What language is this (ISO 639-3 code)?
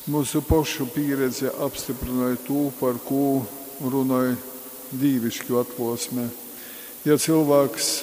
ltg